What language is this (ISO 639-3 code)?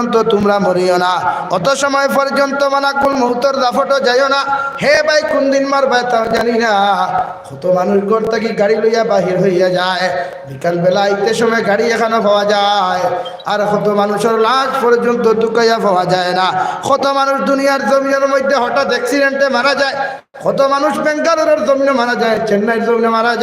syl